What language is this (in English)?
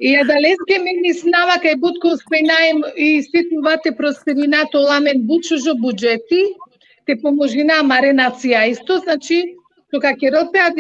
Balkan Romani